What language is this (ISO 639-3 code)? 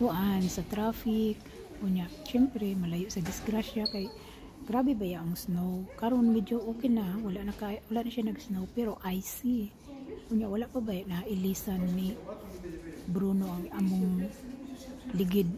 ceb